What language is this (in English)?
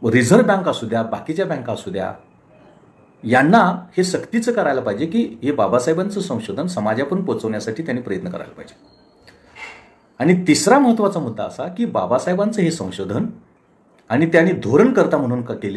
Marathi